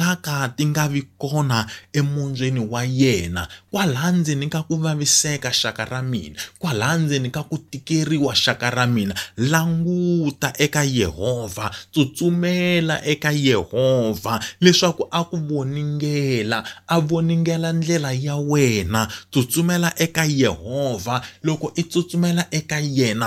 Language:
Tsonga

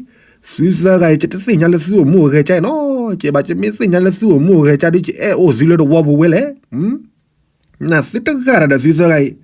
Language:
S'gaw Karen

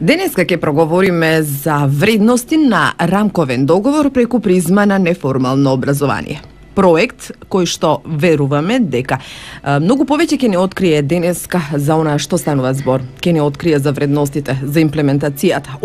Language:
Macedonian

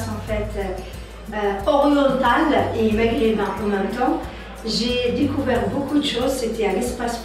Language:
French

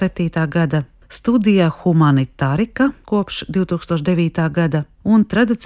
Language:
Latvian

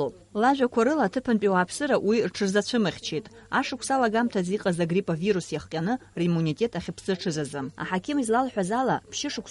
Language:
Abkhazian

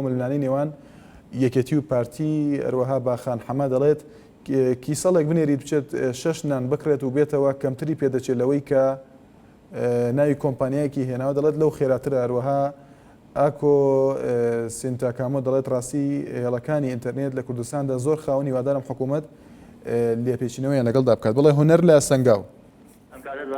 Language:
Central Kurdish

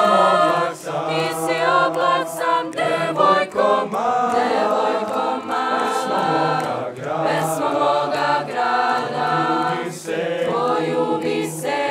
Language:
Serbian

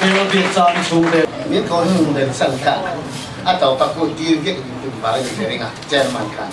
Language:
Mizo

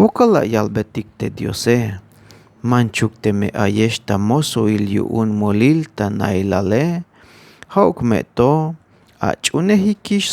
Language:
Tzeltal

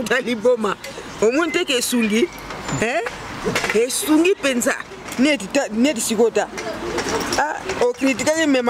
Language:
Lingala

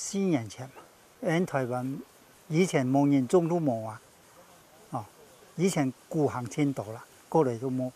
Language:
Hakka Chinese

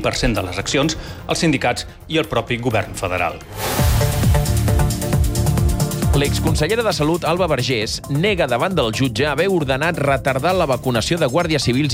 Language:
Catalan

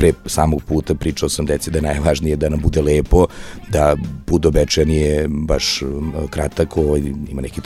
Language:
Serbian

